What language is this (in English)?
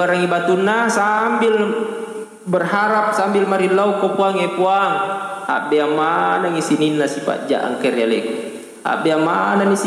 Buginese